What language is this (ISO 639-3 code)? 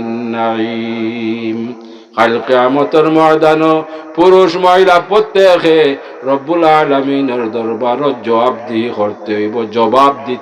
syl